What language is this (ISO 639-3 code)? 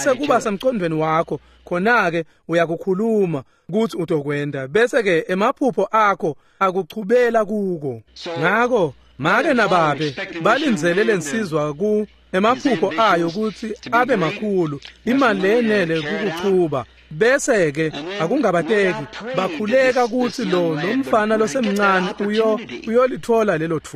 ssw